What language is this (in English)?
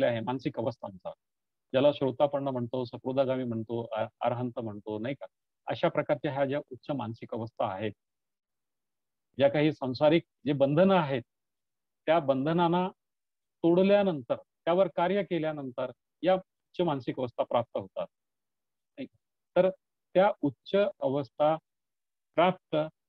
Marathi